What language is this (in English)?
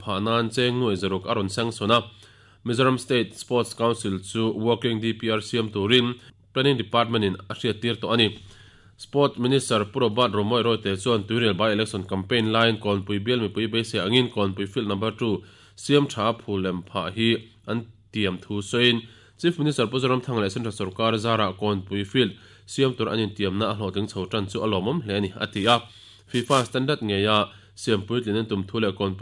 Mizo